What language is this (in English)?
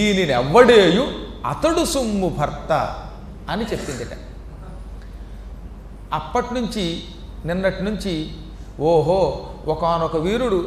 Telugu